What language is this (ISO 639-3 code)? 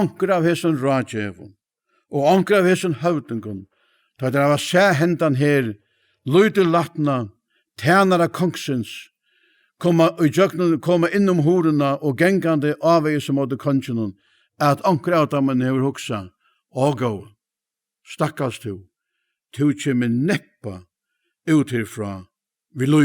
fao